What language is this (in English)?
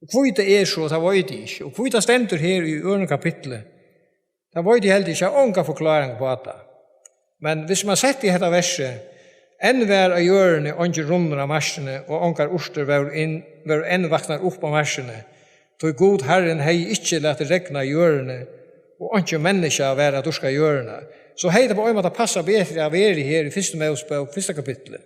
Faroese